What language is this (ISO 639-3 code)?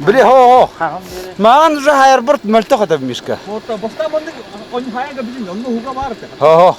sah